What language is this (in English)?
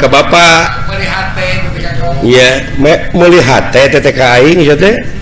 Sundanese